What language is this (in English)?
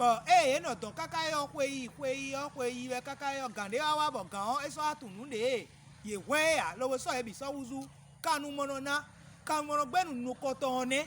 Fon